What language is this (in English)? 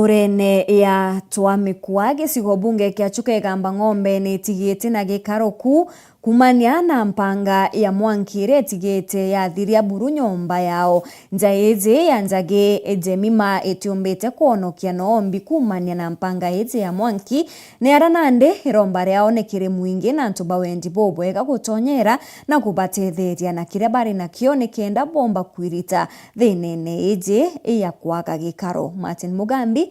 Meru